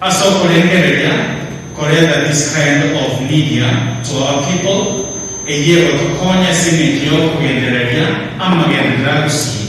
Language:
Gusii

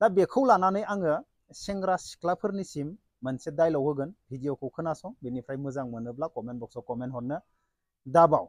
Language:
Bodo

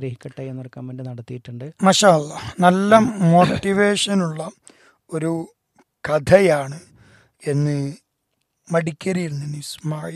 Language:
Malayalam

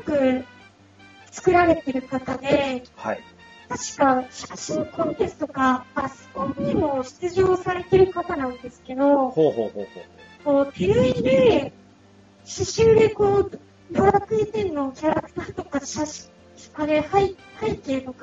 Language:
Japanese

